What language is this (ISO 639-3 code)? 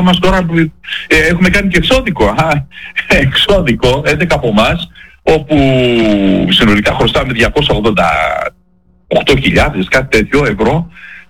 ell